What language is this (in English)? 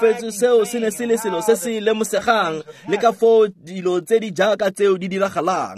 Tswana